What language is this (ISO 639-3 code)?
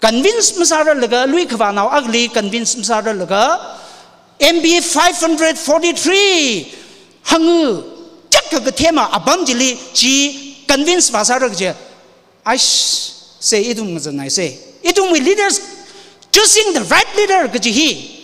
nmf